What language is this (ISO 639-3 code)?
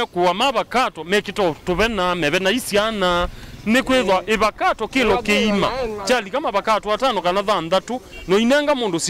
kam